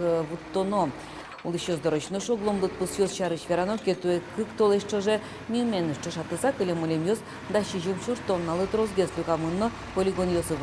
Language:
Udmurt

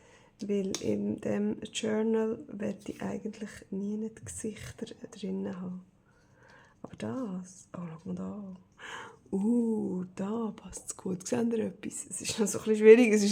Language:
Swiss German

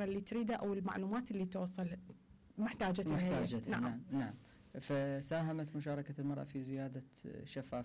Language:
Mesopotamian Arabic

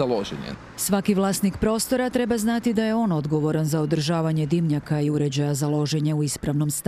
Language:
Croatian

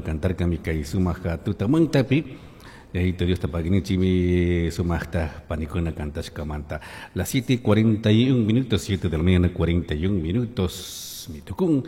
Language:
Chimborazo Highland Quichua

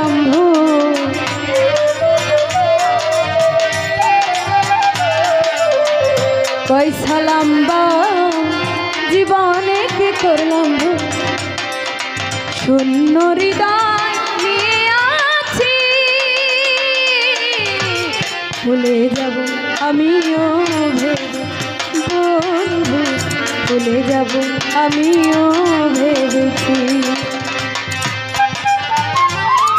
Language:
Bangla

